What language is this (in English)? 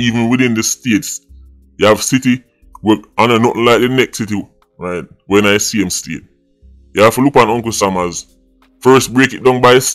Jamaican Creole English